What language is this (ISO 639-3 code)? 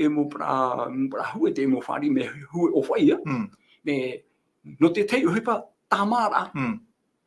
tah